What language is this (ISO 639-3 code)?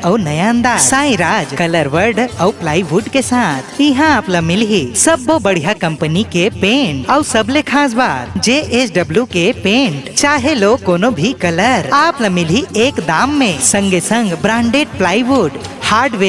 hne